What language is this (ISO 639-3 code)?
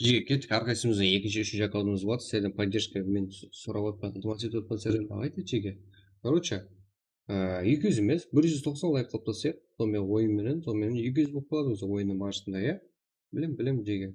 kaa